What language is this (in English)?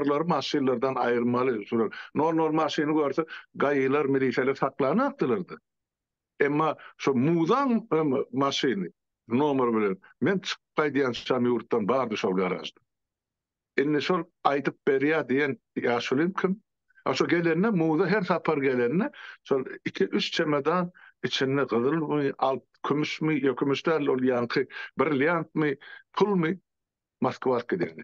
Turkmen